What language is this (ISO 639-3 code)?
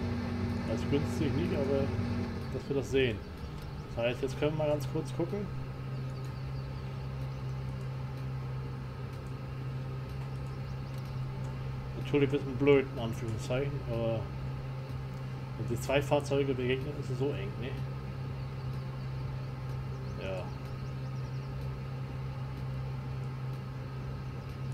deu